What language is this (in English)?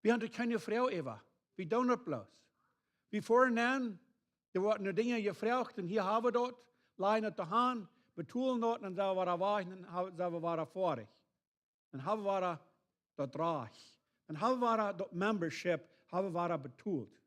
Plautdietsch